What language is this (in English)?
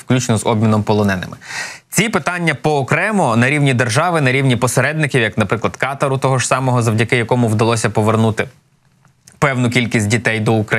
Ukrainian